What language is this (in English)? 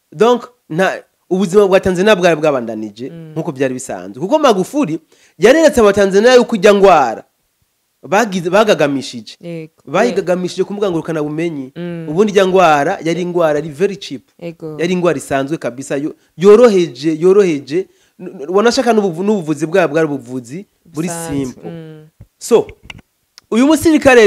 Rundi